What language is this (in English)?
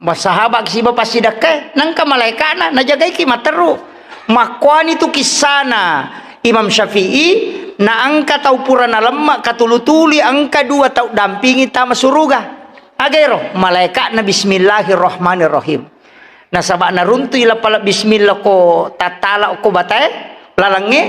Buginese